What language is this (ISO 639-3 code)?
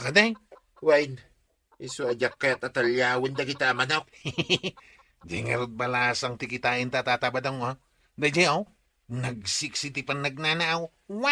ilo